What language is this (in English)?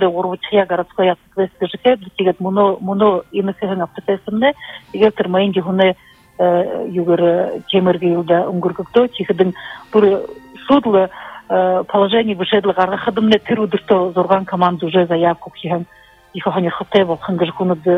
Buriat